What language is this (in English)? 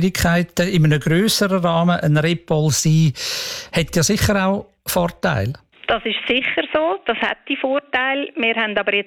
German